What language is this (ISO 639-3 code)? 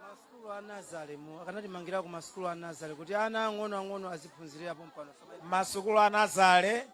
nya